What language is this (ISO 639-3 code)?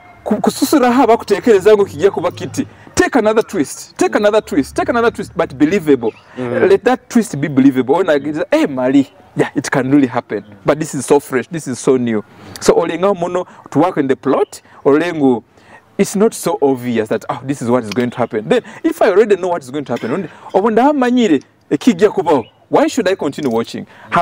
nyo